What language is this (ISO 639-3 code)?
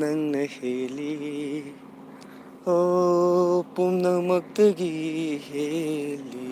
mni